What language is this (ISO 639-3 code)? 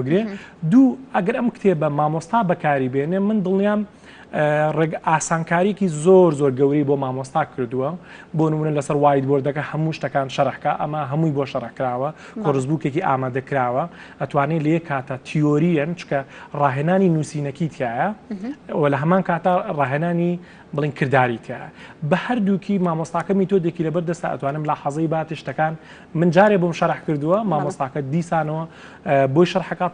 ckb